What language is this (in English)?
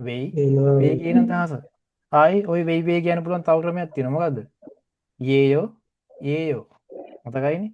Sinhala